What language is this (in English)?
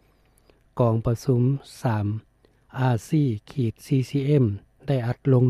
Lao